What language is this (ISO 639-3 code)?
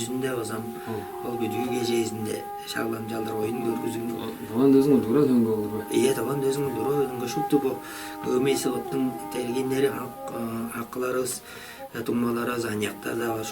tyv